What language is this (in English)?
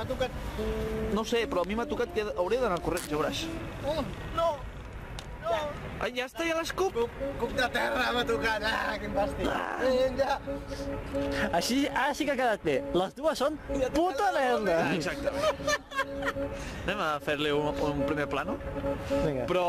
Catalan